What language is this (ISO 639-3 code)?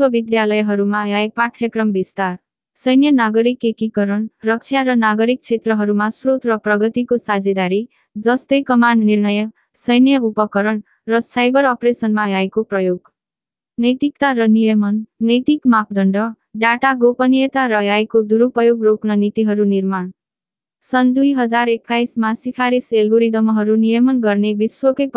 nep